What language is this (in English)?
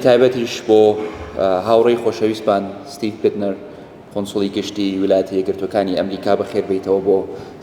Central Kurdish